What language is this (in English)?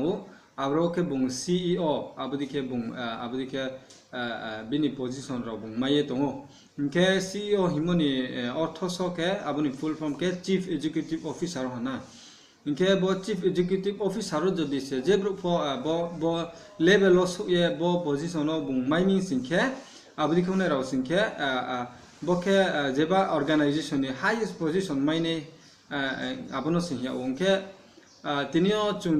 Riang (India)